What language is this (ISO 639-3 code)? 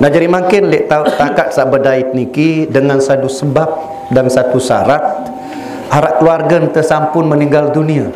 sas